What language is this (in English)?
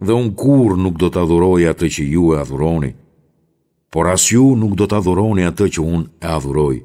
Albanian